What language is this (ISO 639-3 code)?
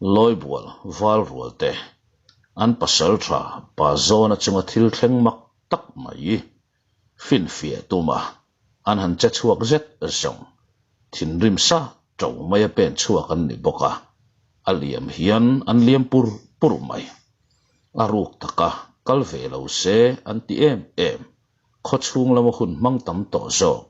lus